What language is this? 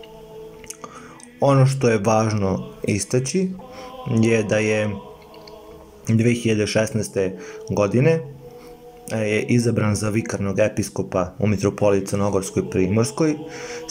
Serbian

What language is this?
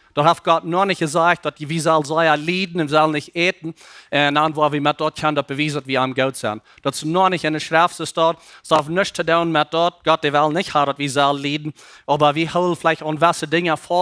Plautdietsch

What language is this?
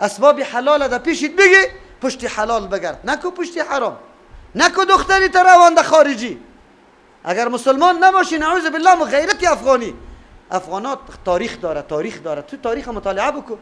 Persian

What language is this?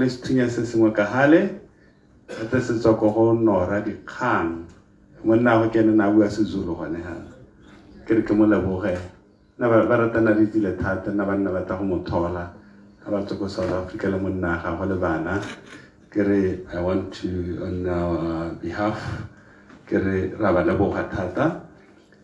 Tswana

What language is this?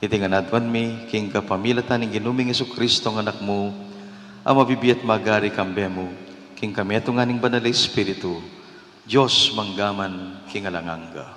Pampanga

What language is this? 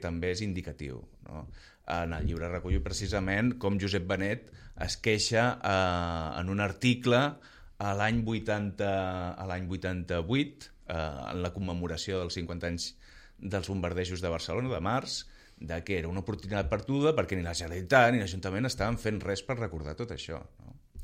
Catalan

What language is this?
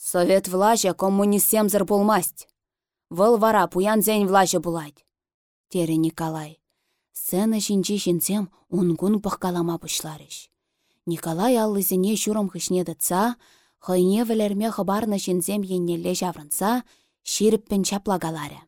Chuvash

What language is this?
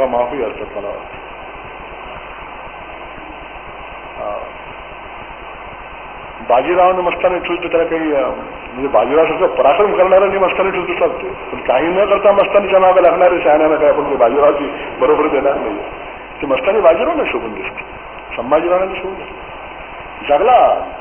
Marathi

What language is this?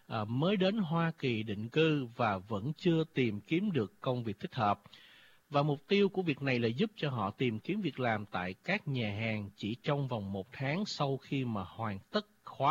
Vietnamese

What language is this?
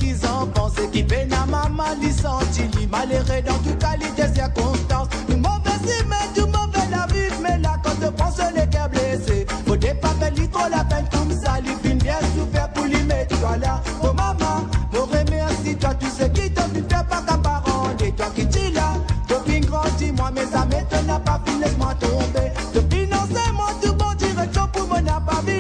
Morisyen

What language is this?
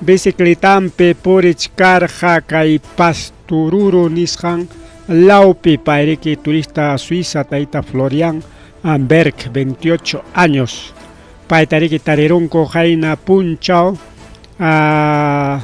Ayacucho Quechua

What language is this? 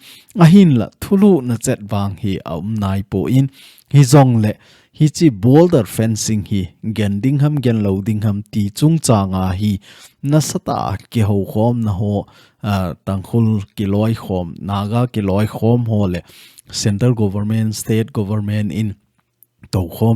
Thado Chin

